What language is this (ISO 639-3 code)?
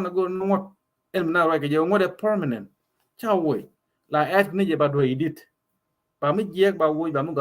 nus